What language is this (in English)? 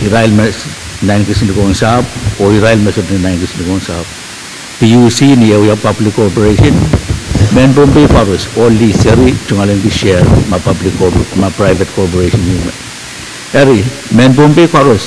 Pohnpeian